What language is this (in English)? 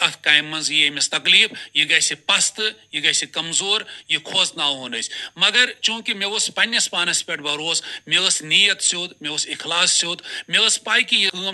Kashmiri